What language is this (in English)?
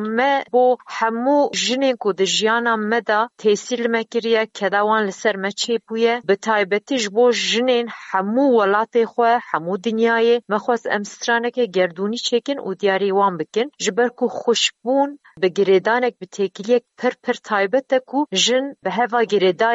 Kurdish